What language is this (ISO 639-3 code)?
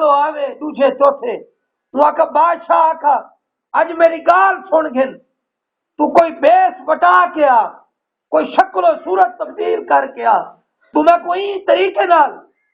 skr